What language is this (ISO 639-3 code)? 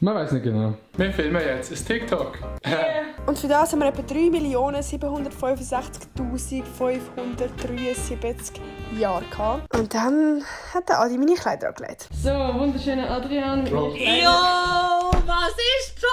gsw